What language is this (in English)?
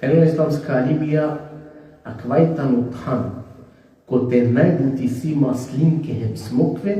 Balkan Romani